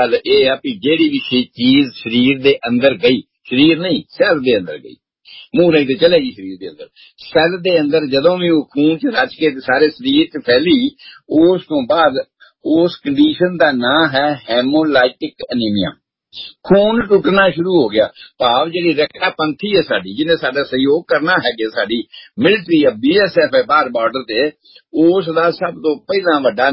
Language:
Punjabi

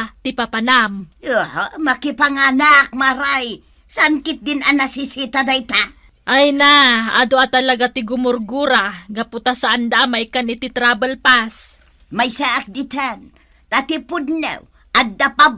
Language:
Iloko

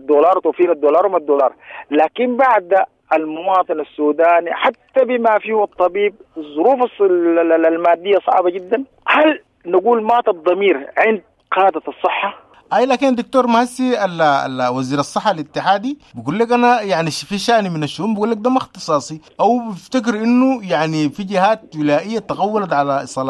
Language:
Sudanese Arabic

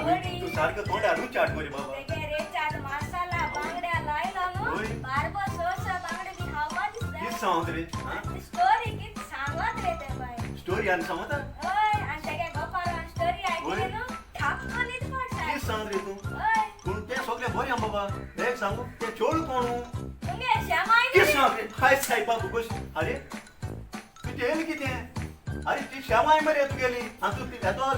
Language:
Konkani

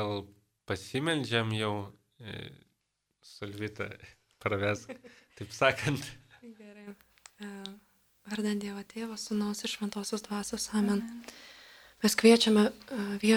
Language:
Lithuanian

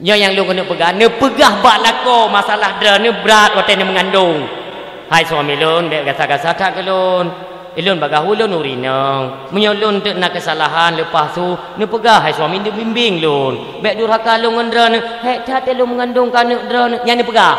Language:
Achinese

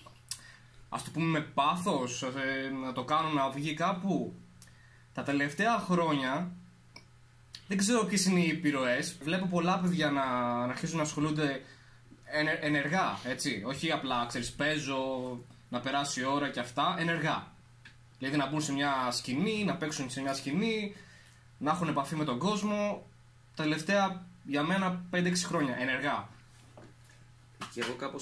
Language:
Greek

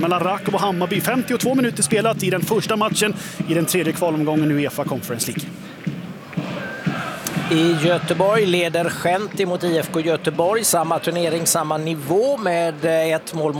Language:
Swedish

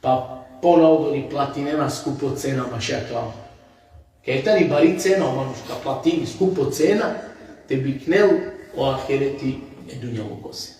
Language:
Balkan Romani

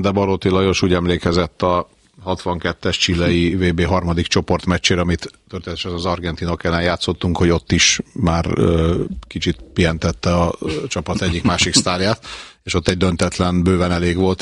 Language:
Hungarian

